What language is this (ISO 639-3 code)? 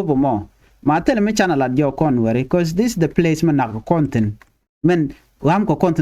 nus